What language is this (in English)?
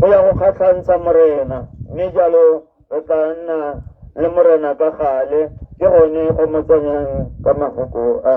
Tswana